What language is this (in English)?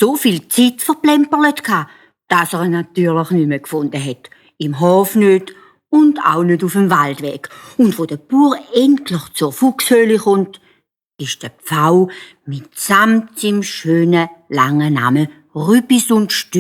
Swiss German